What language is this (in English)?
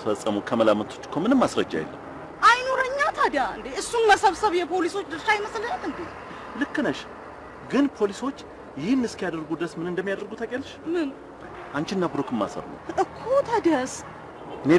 Amharic